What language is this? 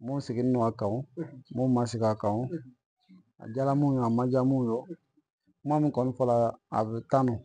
Bambara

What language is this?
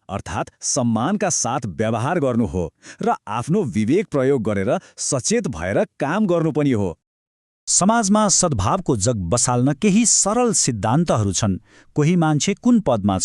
Nepali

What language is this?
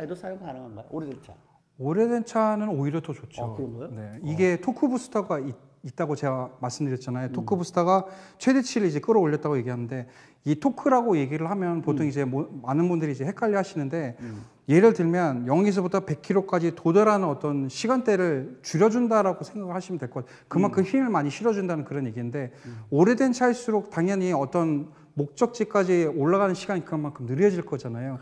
Korean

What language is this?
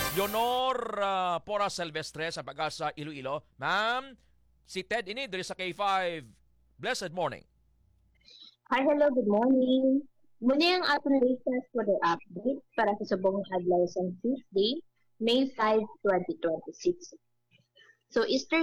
Hiligaynon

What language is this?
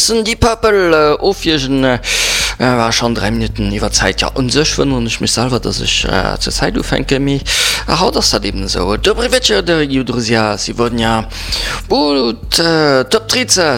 Luxembourgish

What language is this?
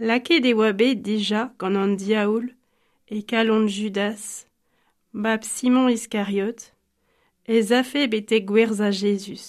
Breton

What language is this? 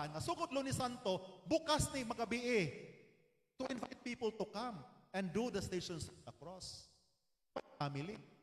Cebuano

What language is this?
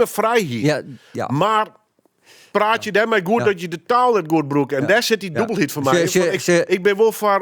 Western Frisian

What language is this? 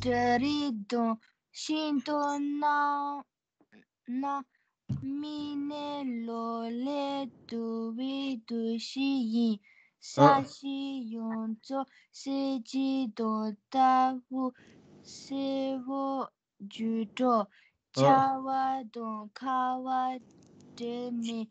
Tibetan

